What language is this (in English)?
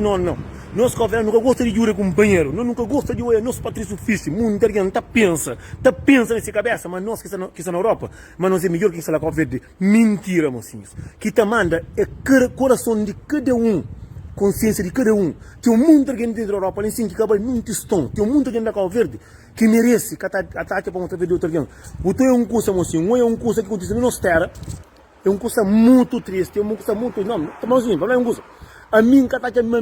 Kabuverdianu